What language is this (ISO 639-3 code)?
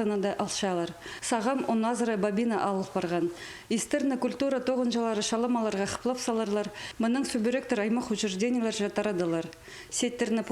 kjh